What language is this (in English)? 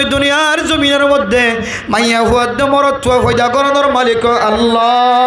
Rohingya